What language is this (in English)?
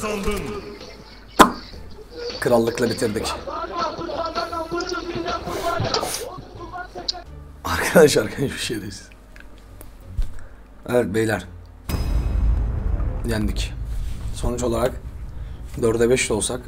Turkish